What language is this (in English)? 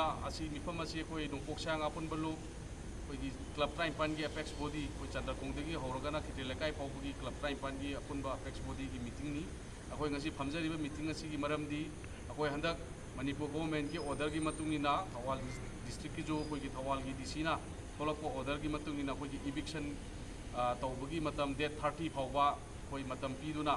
Manipuri